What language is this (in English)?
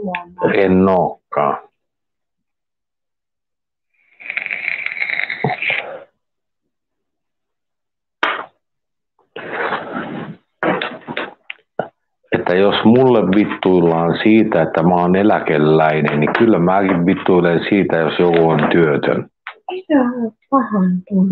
Finnish